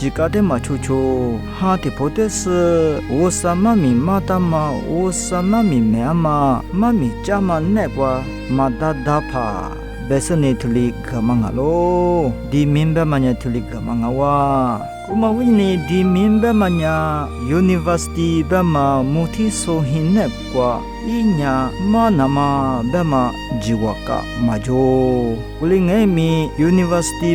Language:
Lisu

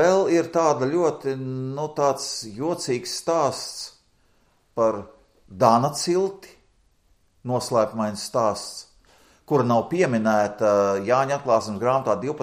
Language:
Latvian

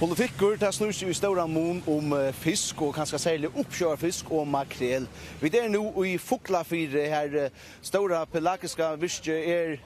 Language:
Faroese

